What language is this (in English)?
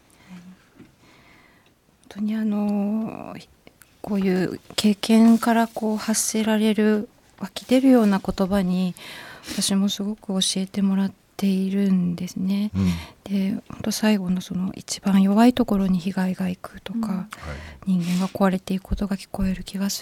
Japanese